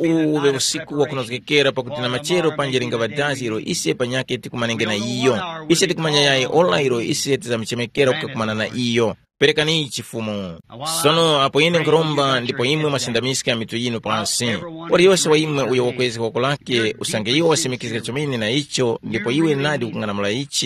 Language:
Tumbuka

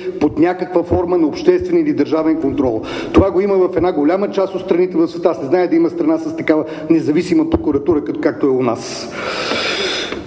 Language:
Bulgarian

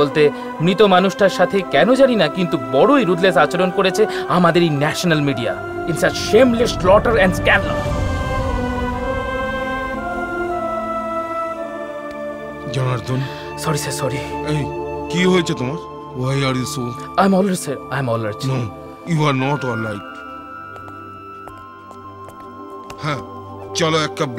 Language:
Bangla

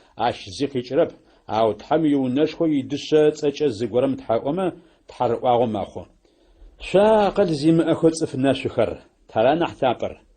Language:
Adyghe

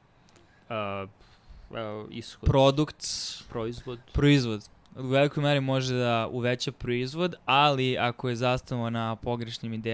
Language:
Serbian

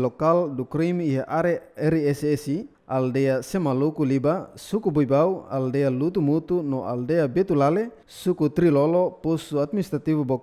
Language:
Tetum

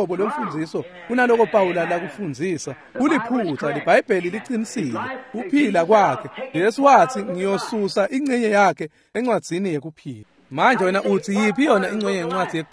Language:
Swati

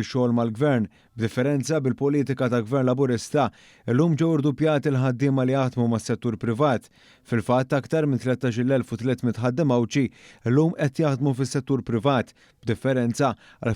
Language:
Maltese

